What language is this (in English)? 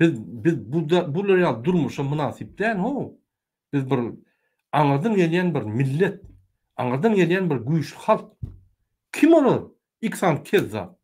Turkmen